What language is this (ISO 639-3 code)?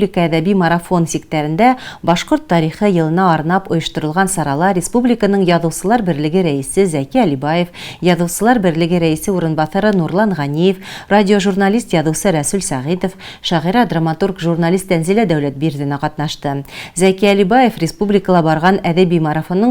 bak